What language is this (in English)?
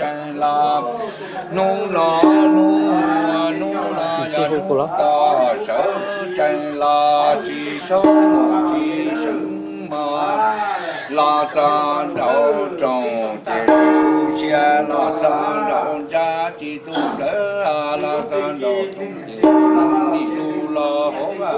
Hmong